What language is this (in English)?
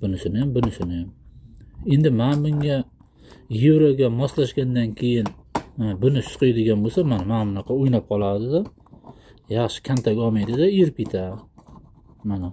Uzbek